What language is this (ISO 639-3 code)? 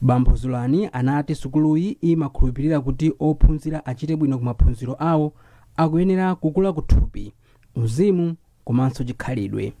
nya